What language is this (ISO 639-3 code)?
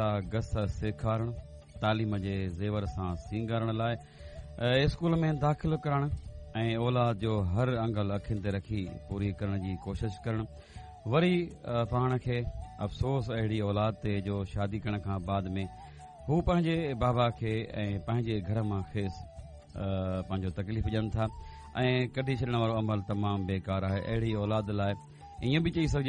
snd